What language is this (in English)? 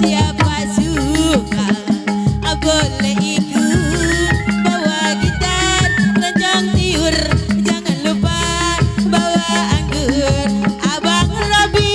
Betawi